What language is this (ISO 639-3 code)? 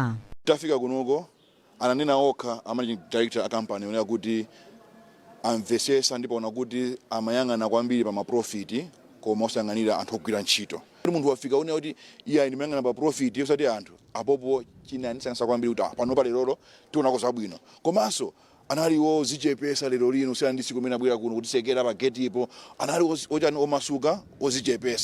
nya